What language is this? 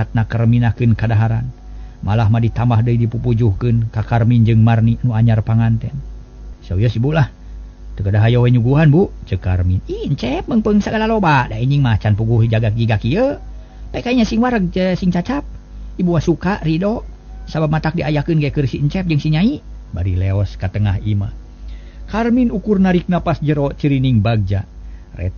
Sundanese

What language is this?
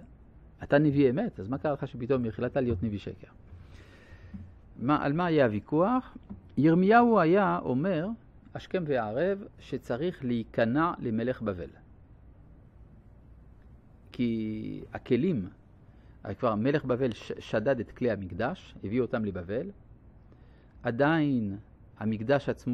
Hebrew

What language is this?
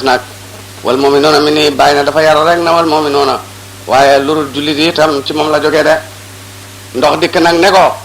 Wolof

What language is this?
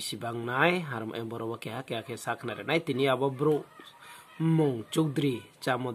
Riang (India)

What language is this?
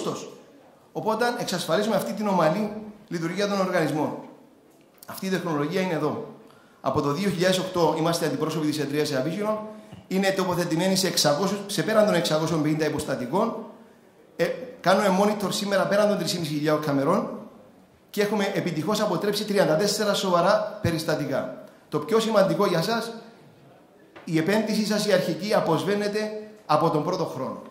Greek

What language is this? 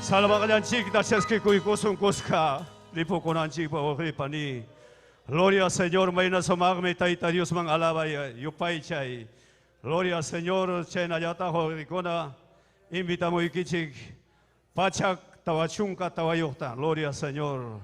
Ayacucho Quechua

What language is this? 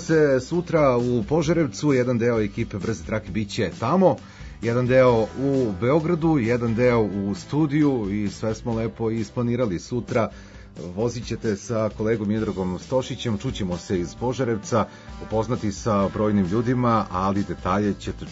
Serbian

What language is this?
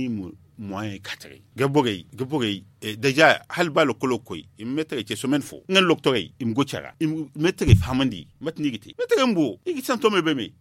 Zarma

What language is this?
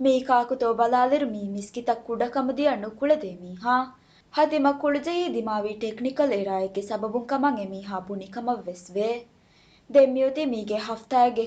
Divehi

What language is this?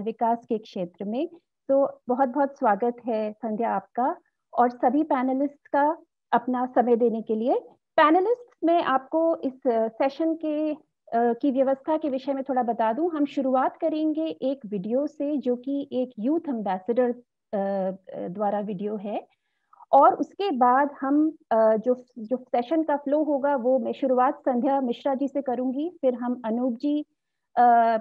Hindi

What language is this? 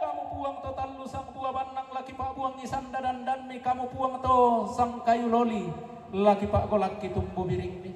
Toraja-Sa'dan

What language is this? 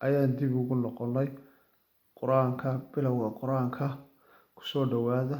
Somali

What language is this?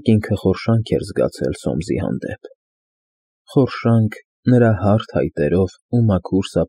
Armenian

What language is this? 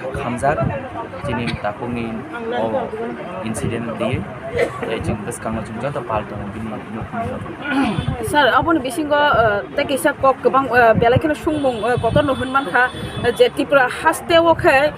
Kok Borok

